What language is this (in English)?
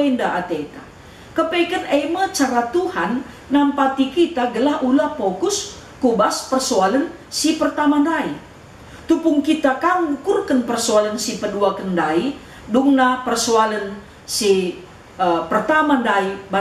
Batak Karo